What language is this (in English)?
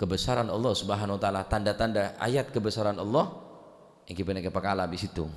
Madurese